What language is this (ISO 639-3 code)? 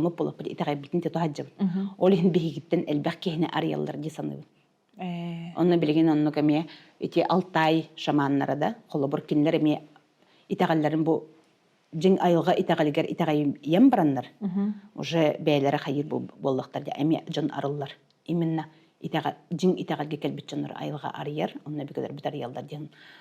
sah